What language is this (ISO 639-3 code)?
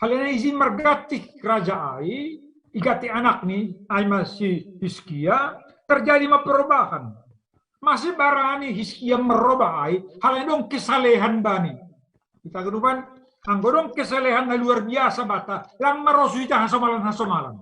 bts